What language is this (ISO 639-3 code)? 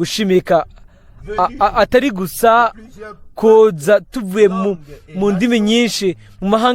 run